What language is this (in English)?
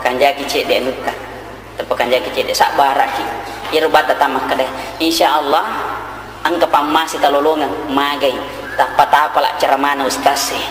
Buginese